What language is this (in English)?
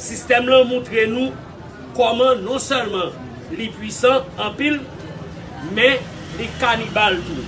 Haitian Creole